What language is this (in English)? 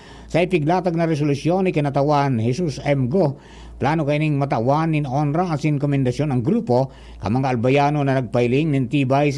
Bikol